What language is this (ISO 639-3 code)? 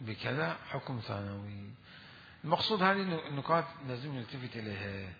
acm